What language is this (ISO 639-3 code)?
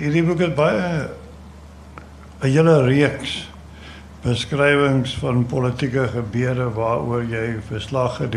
afr